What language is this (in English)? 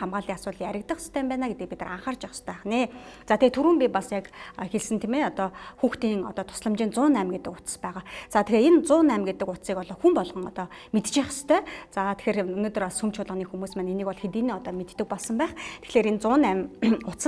Mongolian